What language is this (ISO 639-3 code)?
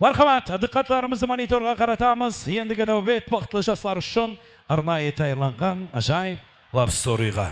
kaa